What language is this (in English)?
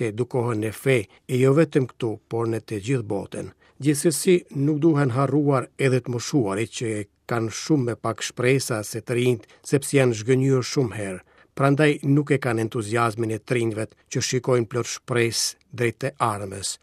Albanian